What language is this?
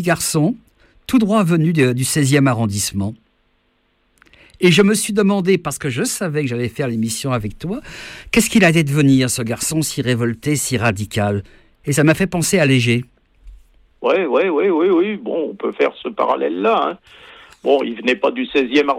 French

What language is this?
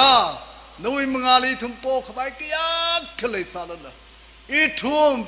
Tangkhul Naga (India)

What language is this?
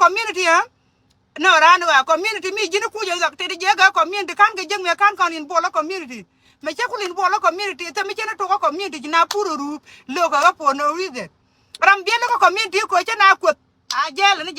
Nuer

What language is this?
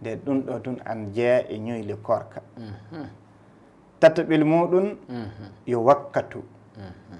Fula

